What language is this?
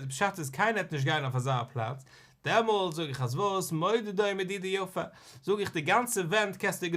Yiddish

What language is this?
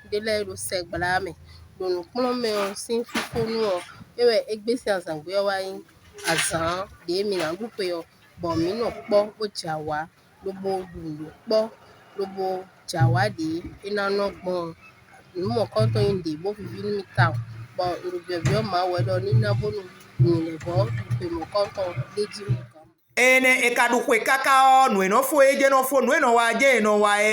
Fon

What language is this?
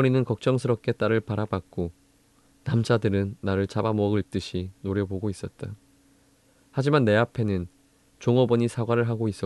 Korean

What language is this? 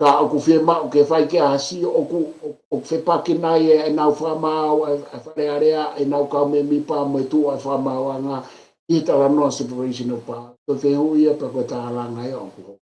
Tongan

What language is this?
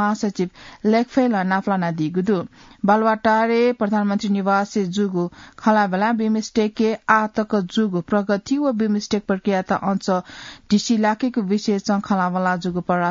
Newari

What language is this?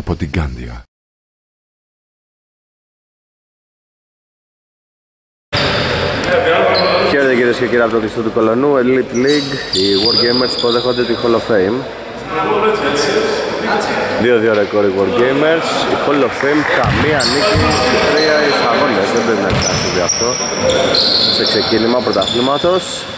Greek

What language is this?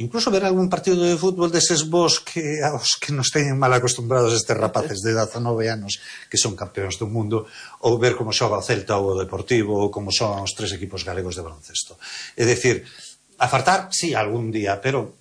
Galician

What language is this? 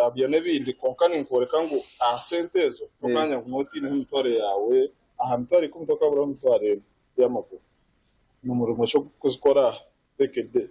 Nyankole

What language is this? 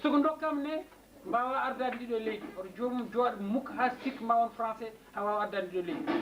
Fula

